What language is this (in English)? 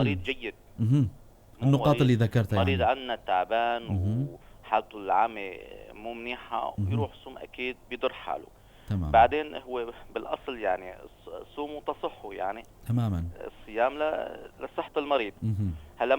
North Levantine Arabic